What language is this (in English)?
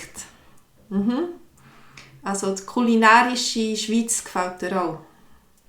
Swiss German